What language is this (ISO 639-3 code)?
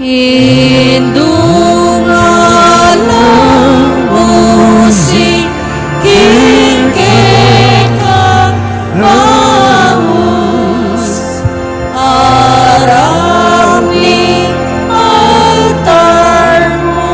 pam